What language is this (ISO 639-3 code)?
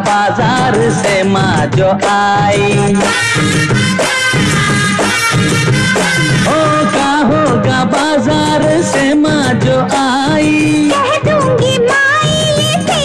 bho